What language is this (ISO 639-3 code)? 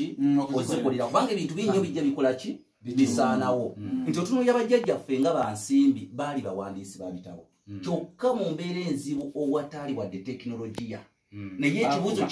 lug